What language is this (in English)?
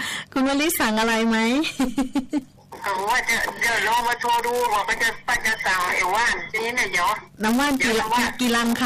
Thai